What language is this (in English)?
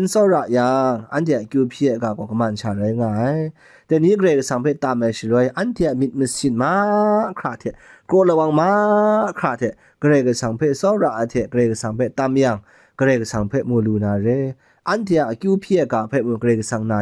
Kachin